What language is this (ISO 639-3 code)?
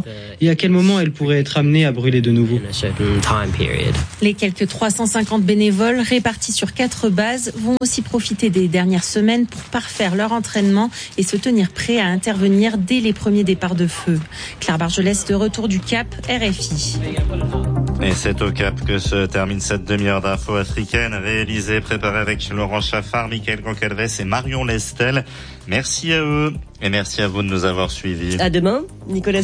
fra